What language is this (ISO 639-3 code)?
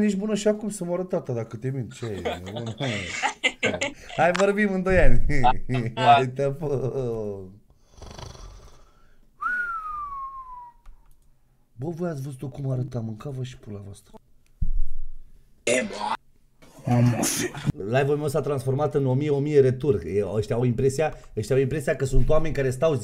ron